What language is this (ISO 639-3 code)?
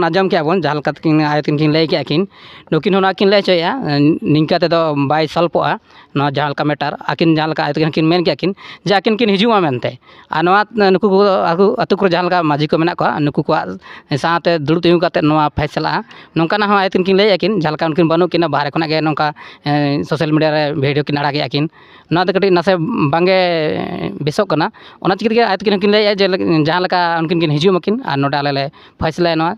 sat